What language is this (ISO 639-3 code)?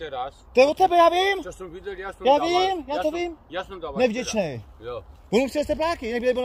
ces